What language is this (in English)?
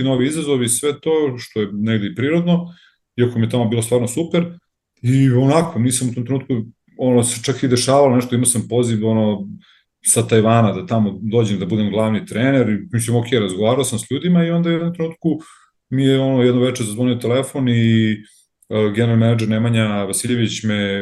Serbian